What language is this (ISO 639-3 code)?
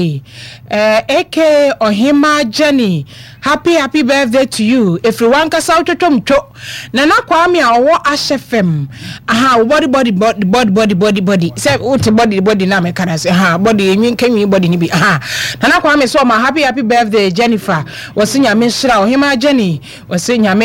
aka